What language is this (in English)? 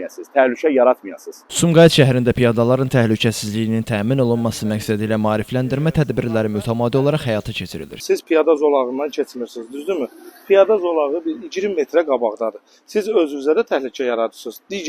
Azerbaijani